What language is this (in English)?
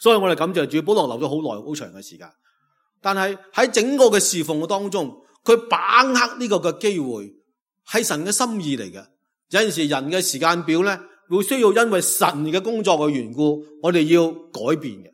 Cantonese